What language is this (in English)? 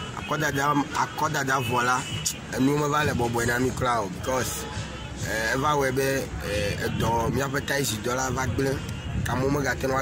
Ewe